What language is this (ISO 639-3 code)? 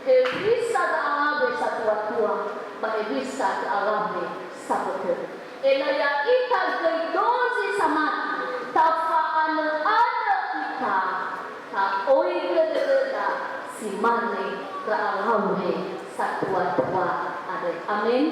nia